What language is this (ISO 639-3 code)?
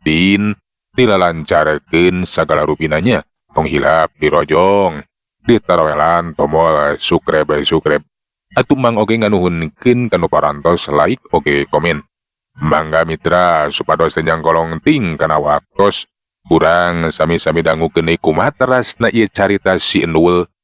sun